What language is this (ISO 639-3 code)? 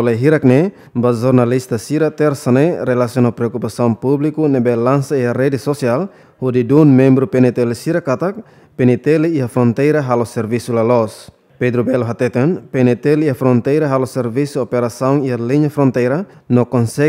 tet